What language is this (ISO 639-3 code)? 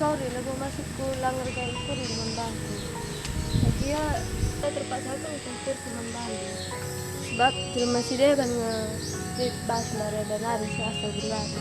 btx